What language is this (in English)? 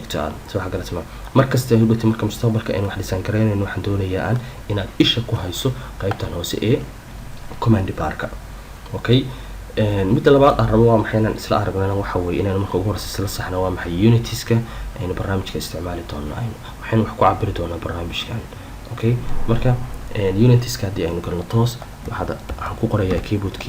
Somali